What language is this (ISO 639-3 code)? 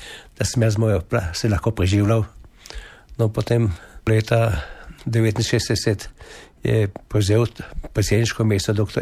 slv